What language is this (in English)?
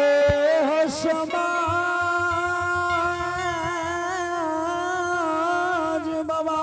Angika